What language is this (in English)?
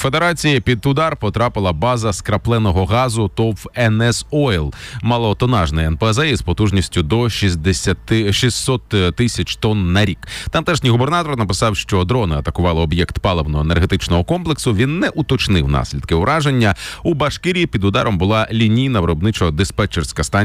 Ukrainian